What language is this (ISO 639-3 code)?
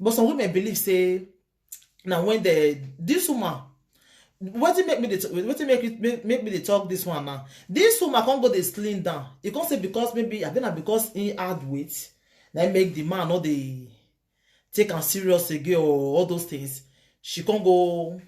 pcm